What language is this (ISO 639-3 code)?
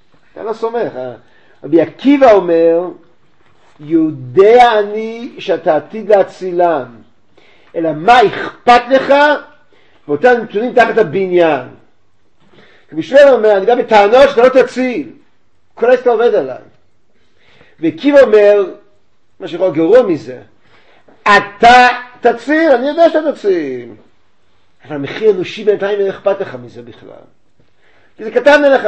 heb